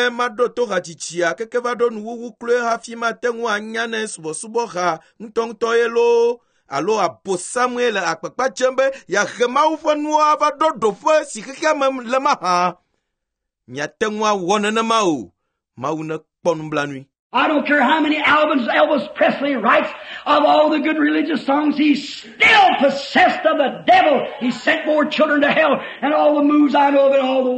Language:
Ewe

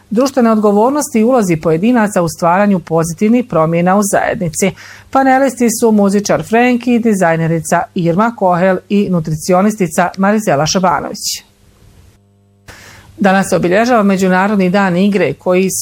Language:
Bosnian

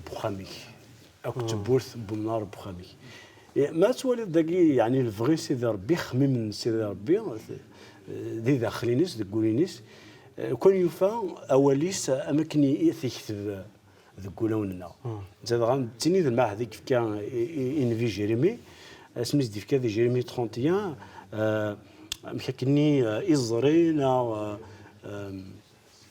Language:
Kabyle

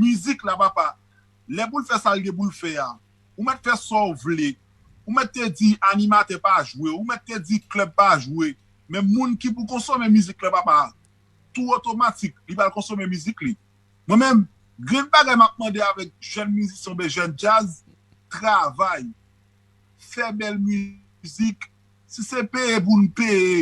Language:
Haitian Creole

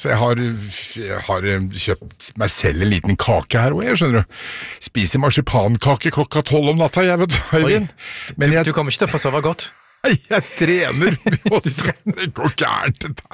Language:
Norwegian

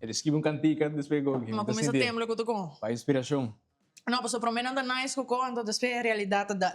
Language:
Papiamento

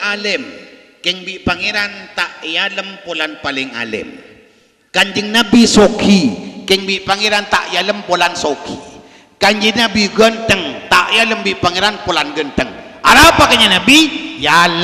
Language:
Madurese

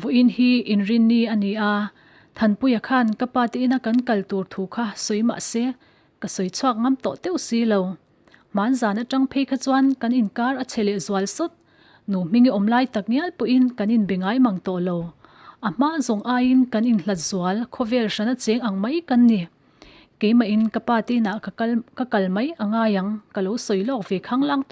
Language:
Mizo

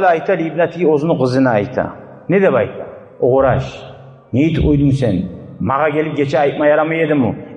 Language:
Kumyk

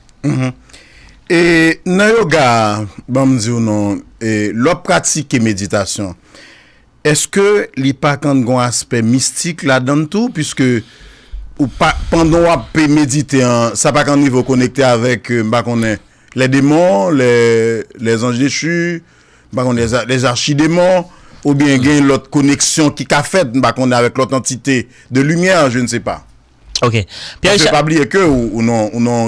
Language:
Haitian Creole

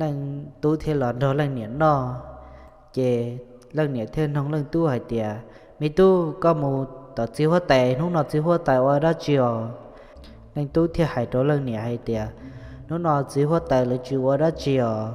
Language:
Hmong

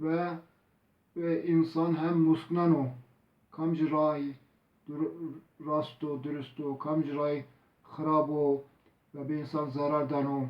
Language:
Zaza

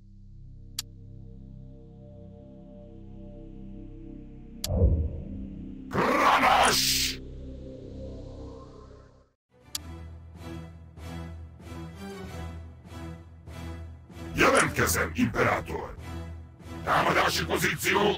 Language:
Hungarian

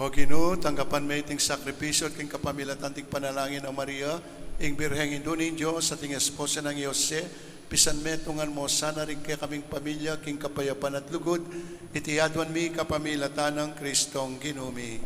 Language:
Pampanga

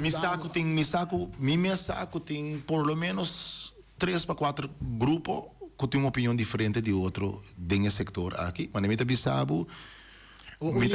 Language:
Papiamento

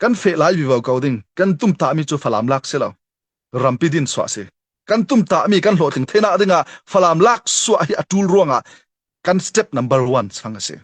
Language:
Falam Chin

